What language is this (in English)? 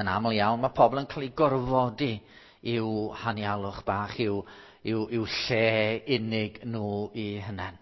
Welsh